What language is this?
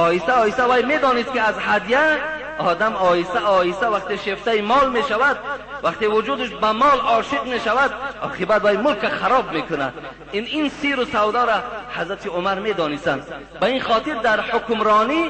Tajik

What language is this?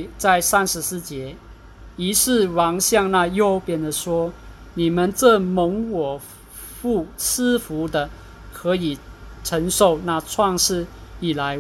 Chinese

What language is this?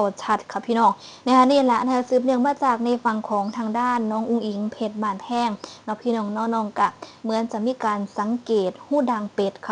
Northeastern Thai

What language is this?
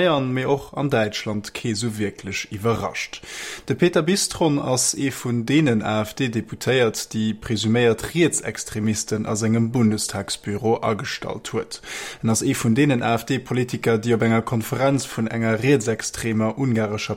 Luxembourgish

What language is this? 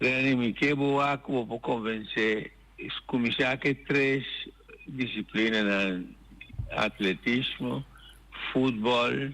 Papiamento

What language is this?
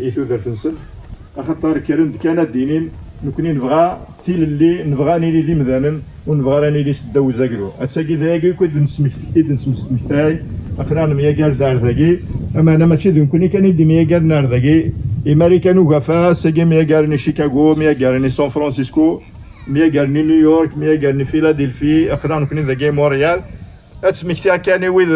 Kabyle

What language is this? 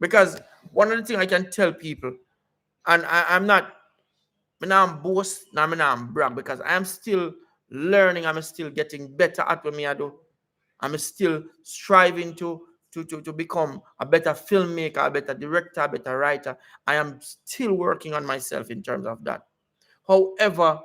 Jamaican Creole English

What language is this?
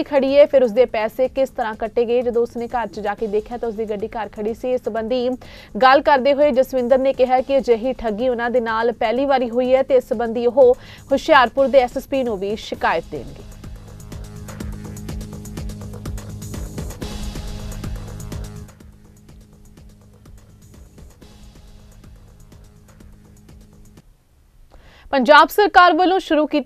Punjabi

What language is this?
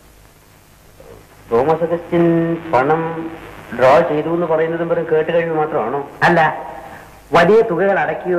Malayalam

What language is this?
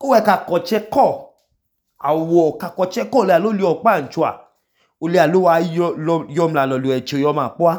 Idoma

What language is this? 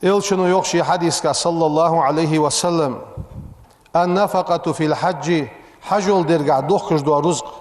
Ingush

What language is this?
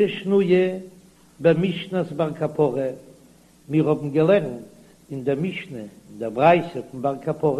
Yiddish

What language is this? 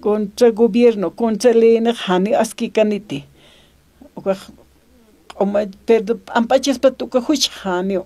Aymara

